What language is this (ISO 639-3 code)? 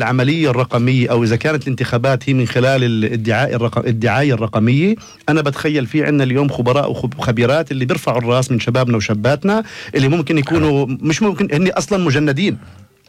apc